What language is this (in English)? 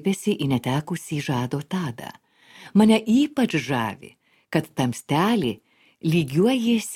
Lithuanian